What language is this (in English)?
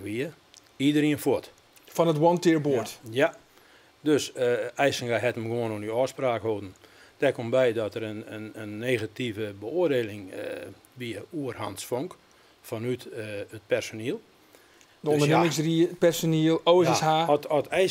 Western Frisian